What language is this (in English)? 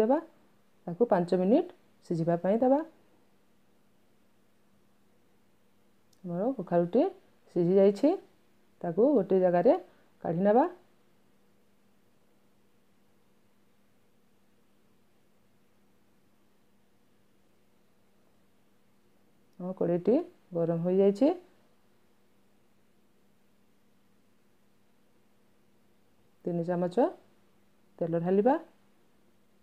Odia